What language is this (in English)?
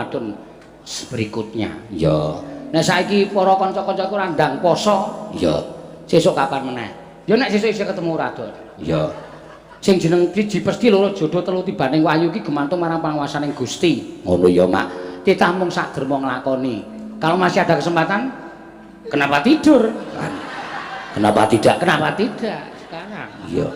Javanese